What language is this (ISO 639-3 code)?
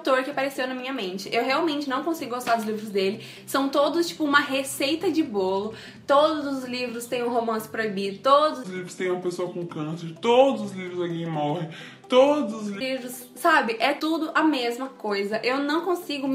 por